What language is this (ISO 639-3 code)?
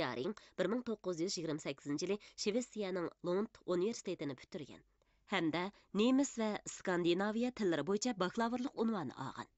uig